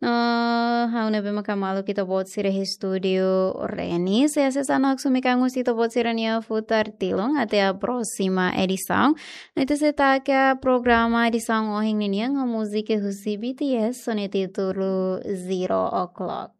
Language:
Tetum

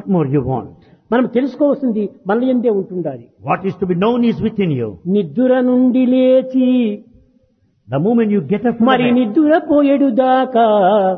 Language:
Telugu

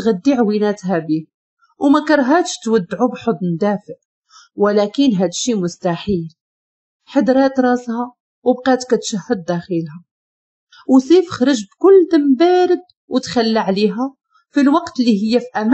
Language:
Moroccan Arabic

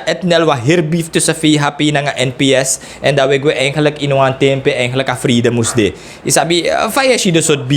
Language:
Sranan Tongo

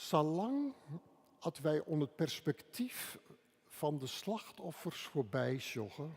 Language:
Western Frisian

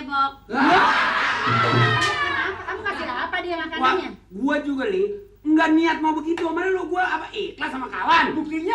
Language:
Betawi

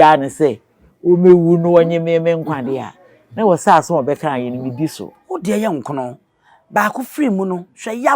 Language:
Akan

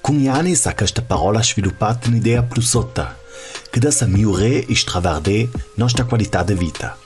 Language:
Ladin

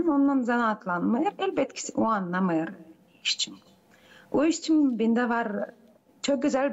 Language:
Gagauz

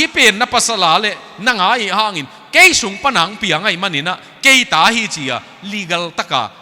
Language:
Tedim Chin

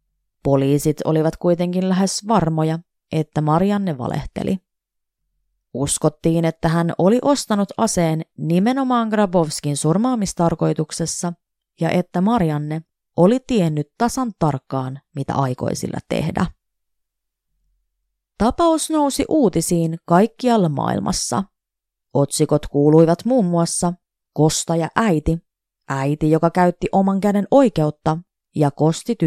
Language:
Finnish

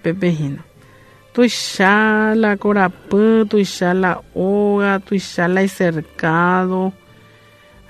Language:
Guarani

